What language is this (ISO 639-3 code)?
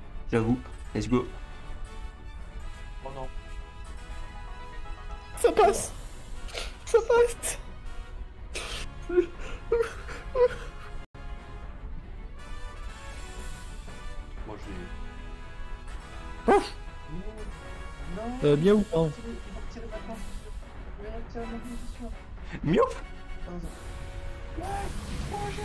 fra